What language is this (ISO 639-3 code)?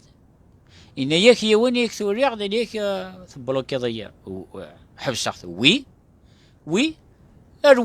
kab